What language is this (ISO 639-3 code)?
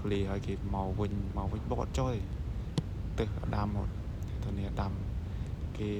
khm